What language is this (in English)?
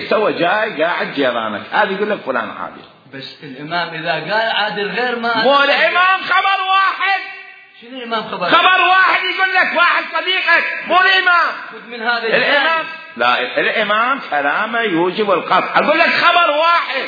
Mesopotamian Arabic